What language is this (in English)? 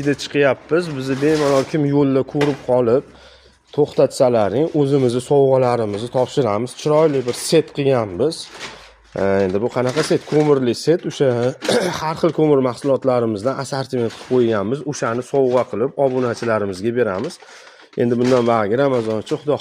Uzbek